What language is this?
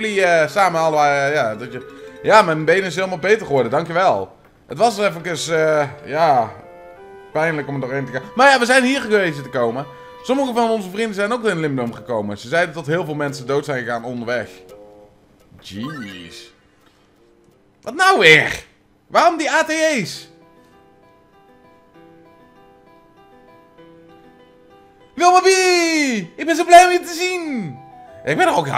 Dutch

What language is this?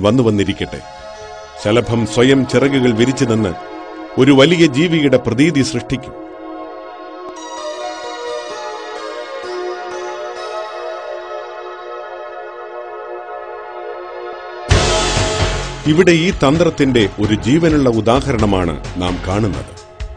Malayalam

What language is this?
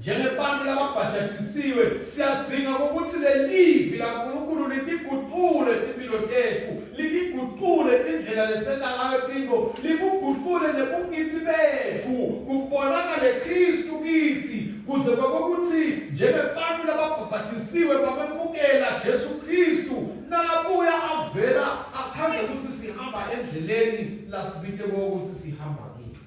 Swati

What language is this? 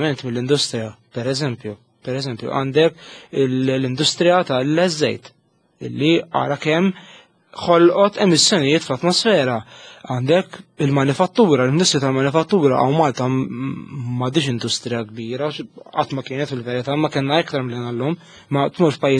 Maltese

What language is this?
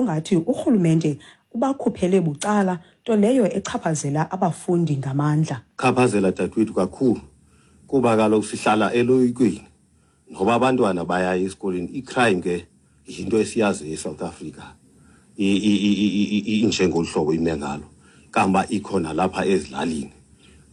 Xhosa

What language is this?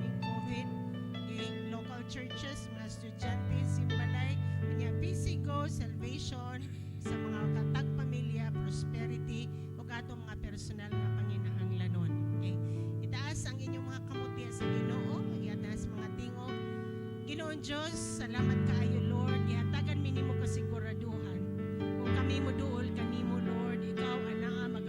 Cebuano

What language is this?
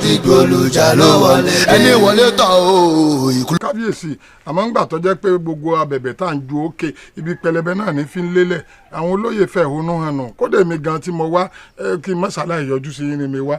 Yoruba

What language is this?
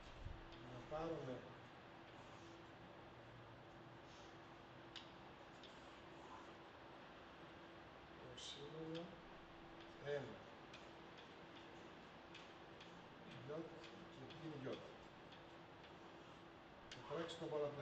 Greek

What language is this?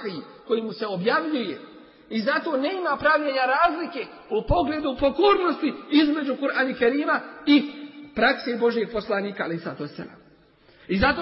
Bosnian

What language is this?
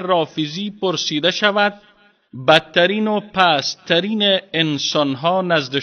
Persian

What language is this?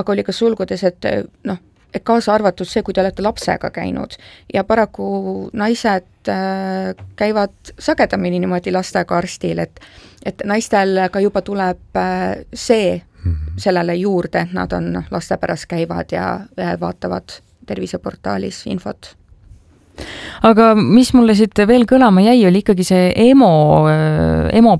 Estonian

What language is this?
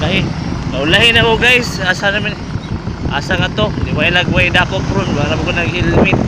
Cebuano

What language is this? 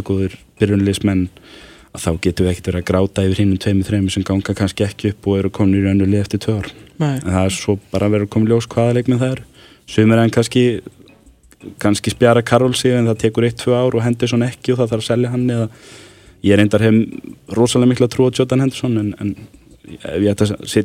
Icelandic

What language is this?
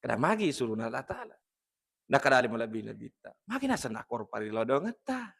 Buginese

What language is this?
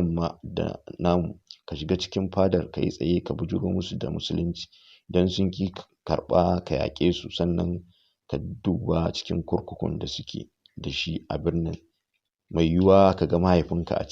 Hausa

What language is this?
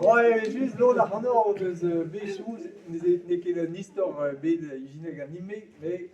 Breton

